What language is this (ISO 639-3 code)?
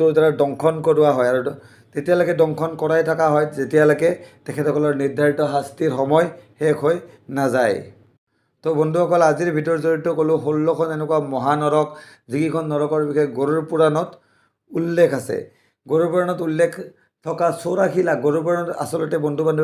asm